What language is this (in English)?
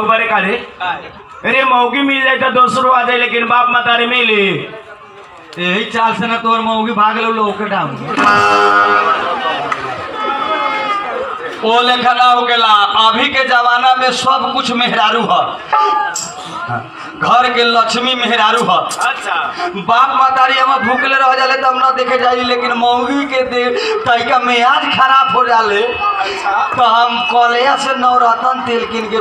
Bhojpuri